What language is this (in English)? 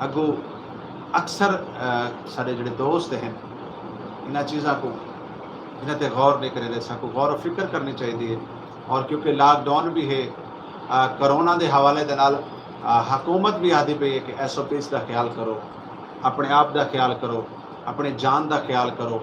Saraiki